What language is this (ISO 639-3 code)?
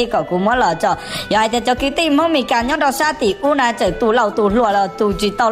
hmn